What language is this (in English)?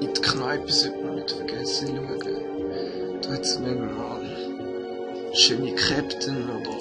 Swiss German